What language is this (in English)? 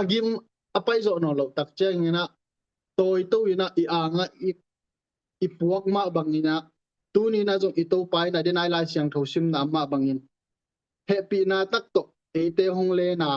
Tedim Chin